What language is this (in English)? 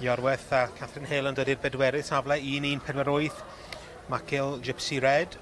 Welsh